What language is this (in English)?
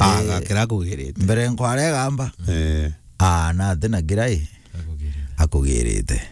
Meru